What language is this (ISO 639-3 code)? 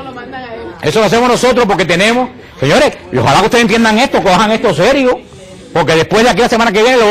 spa